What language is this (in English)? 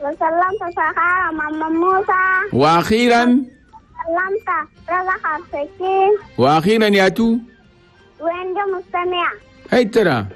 Chadian Arabic